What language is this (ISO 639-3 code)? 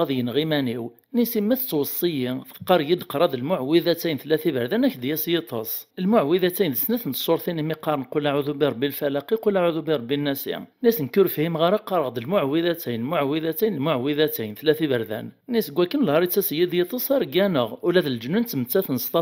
kab